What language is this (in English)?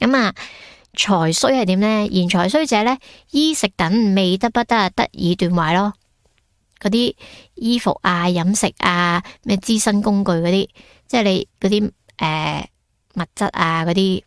Cantonese